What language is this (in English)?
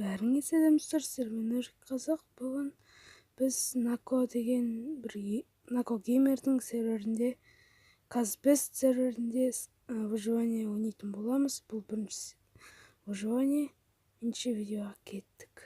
Kazakh